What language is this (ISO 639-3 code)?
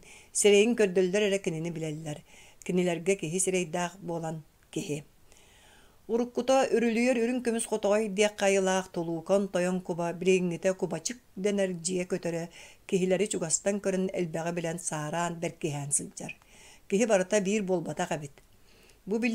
sah